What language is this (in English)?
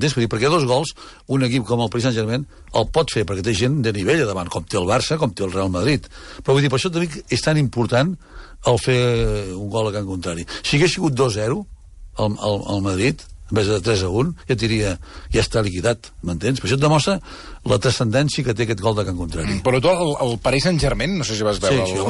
Catalan